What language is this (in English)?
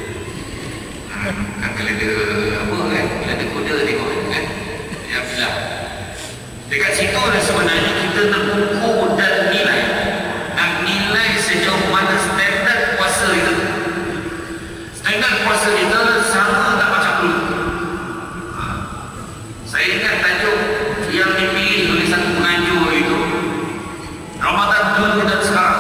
Malay